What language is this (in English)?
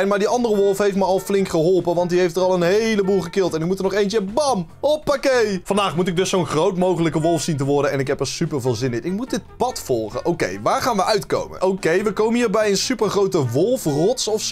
Dutch